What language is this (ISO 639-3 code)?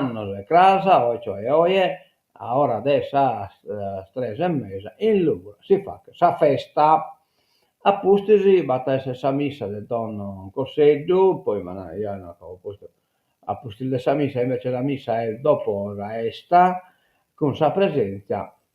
srd